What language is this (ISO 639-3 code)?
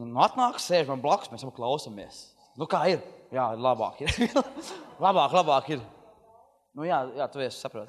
lav